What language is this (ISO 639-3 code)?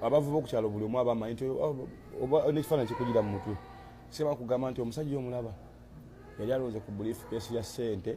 lug